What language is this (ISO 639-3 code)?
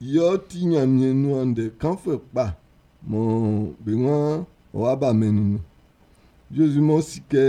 bci